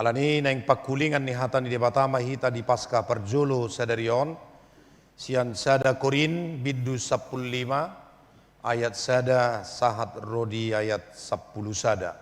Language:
Batak Toba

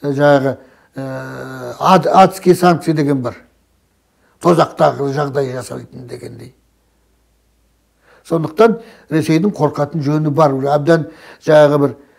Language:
Kazakh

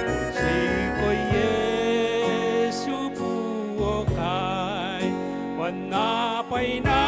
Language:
Gilbertese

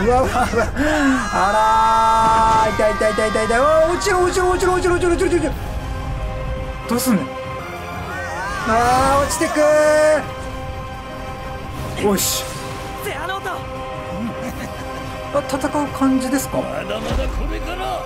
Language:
Japanese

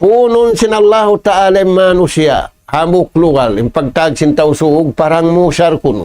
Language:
Tausug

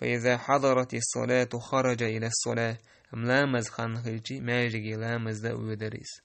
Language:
Chechen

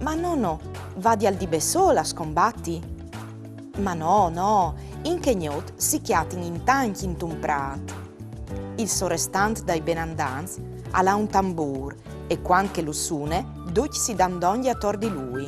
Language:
Friulian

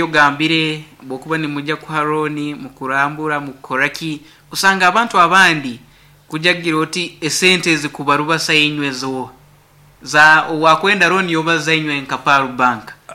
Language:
Nyankole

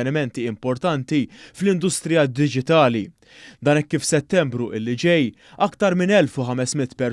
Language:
Maltese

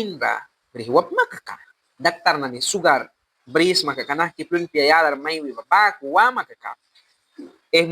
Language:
Mískito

